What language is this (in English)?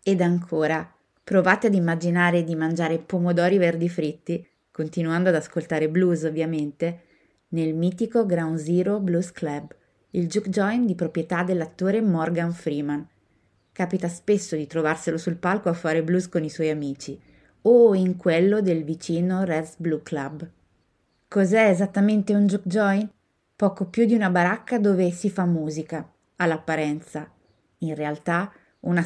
Italian